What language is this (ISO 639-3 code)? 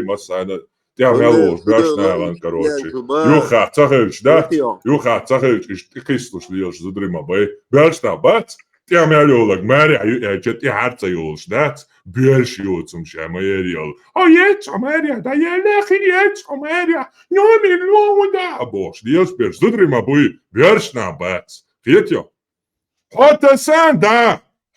che